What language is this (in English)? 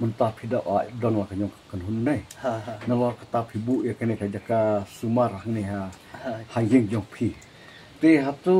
Khasi